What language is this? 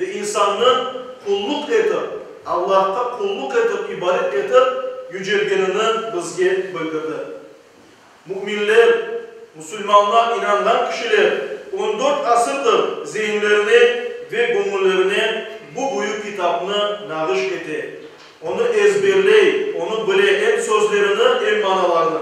Crimean Tatar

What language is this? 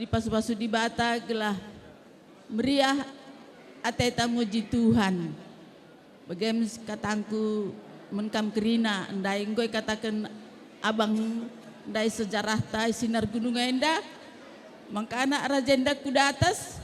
Batak Karo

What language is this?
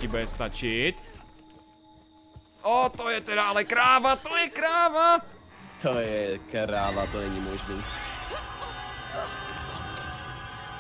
Czech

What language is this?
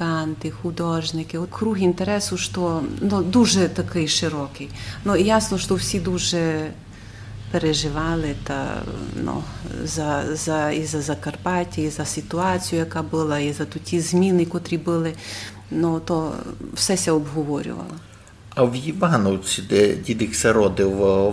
Rusyn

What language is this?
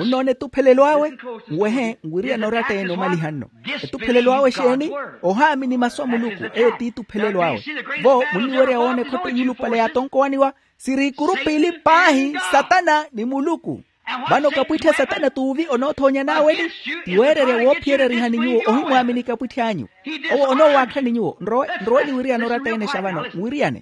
Makhuwa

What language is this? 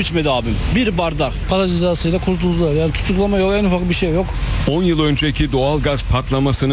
Turkish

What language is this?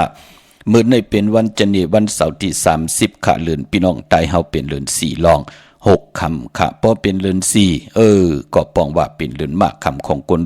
Shan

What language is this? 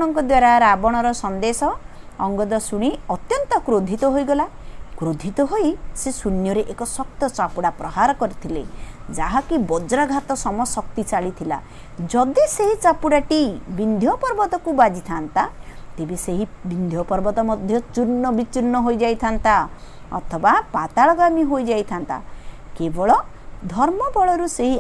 Odia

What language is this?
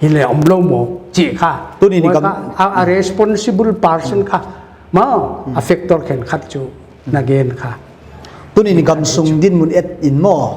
Paite Chin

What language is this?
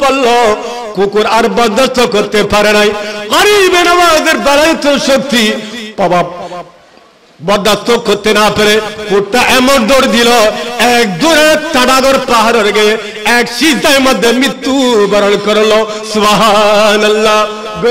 Bangla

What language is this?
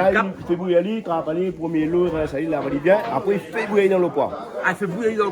Réunion Creole French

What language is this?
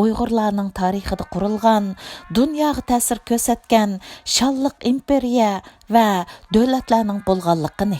Uyghur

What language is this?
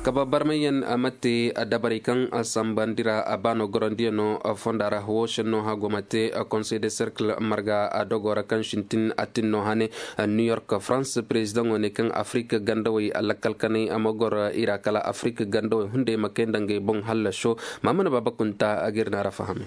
Koyraboro Senni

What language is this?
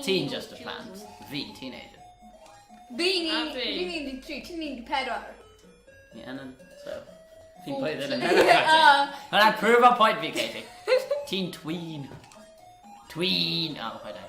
Welsh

